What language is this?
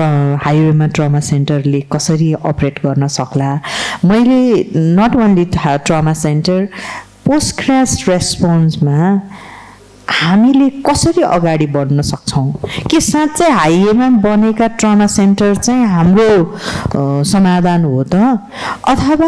Nepali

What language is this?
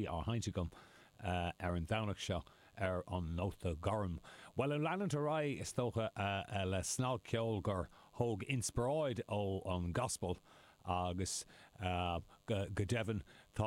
Irish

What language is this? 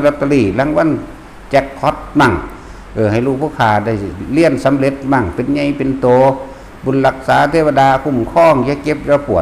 Northeastern Thai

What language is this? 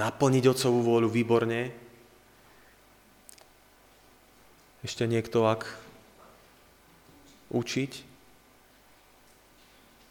Slovak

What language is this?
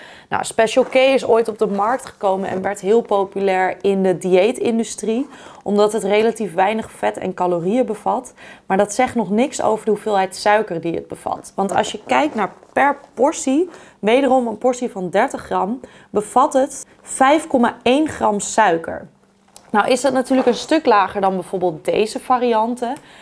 Dutch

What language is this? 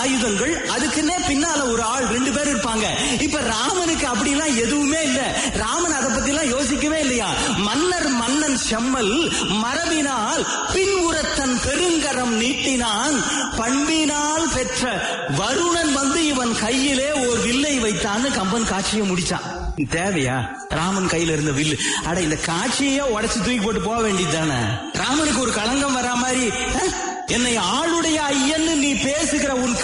Tamil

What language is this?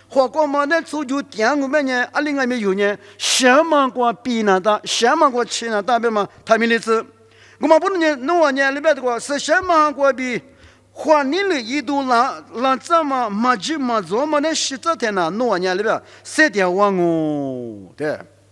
Lisu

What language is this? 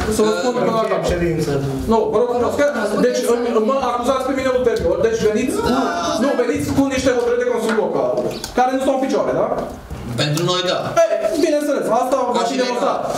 Romanian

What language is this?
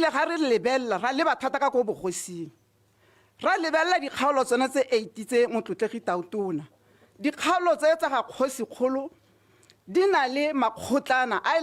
Tswana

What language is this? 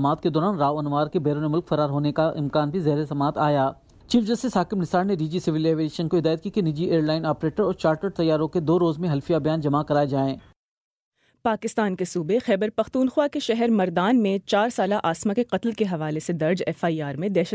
Urdu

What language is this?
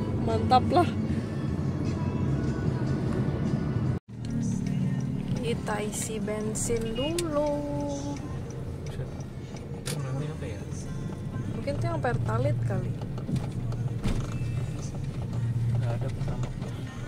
Indonesian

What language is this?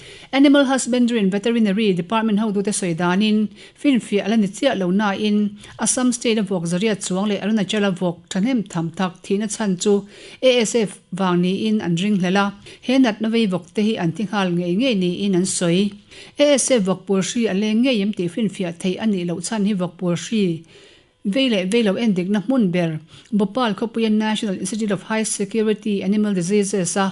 Mizo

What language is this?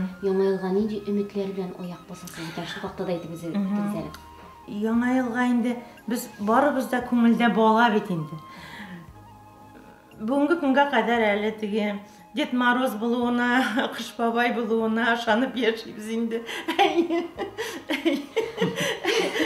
Tatar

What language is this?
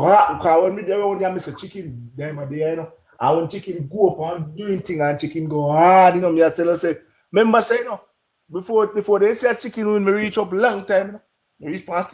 Jamaican Creole English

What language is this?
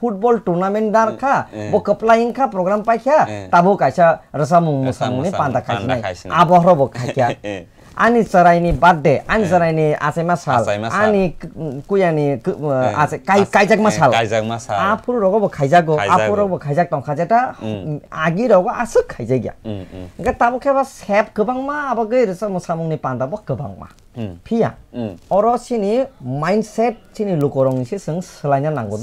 Kok Borok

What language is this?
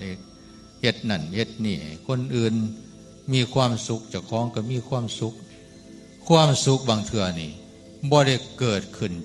Northeastern Thai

